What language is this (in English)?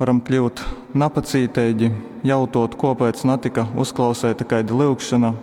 Latgalian